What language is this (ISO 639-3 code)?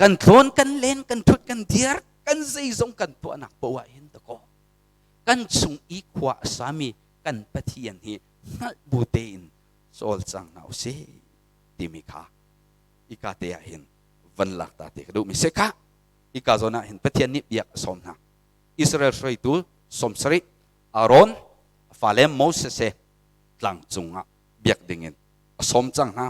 cnh